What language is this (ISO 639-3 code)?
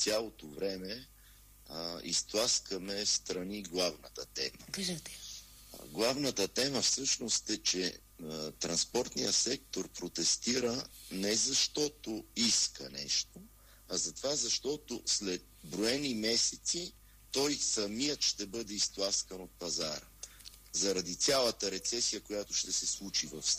bul